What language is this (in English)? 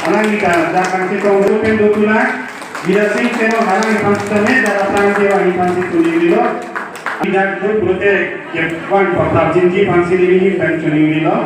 Karbi